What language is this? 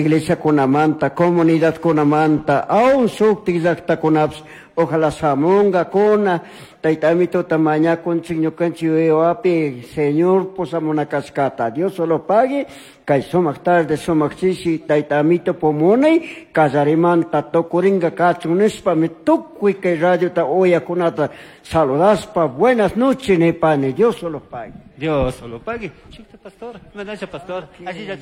Chimborazo Highland Quichua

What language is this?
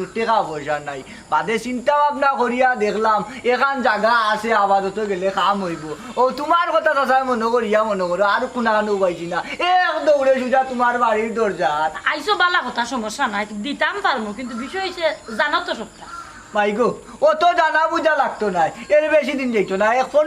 Sylheti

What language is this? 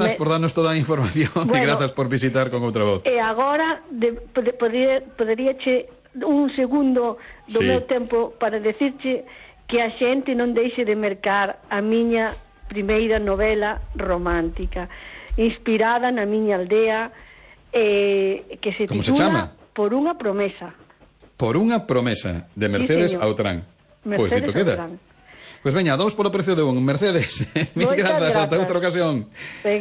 Galician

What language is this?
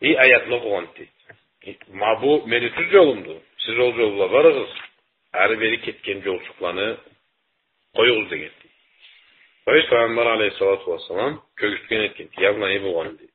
Karachay-Balkar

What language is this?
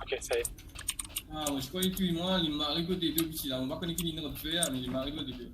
Morisyen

